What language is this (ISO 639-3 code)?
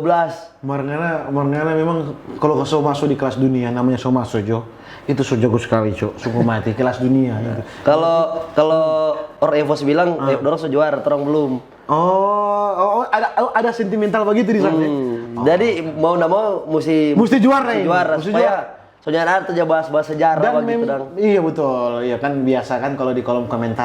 xmm